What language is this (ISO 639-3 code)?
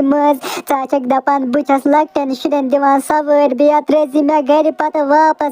kas